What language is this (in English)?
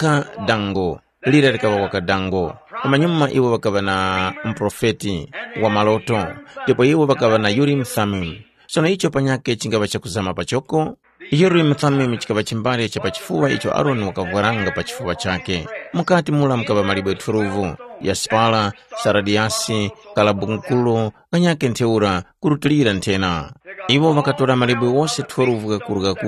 Tumbuka